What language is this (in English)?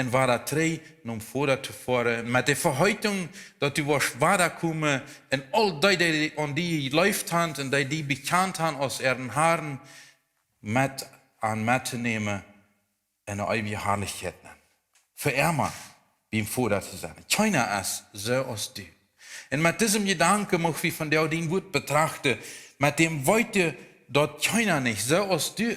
Plautdietsch